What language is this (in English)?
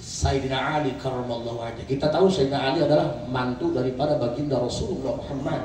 Betawi